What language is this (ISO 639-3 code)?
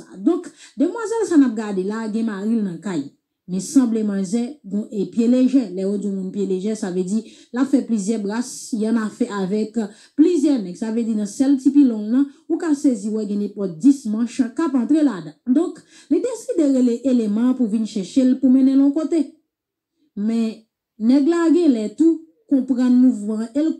hat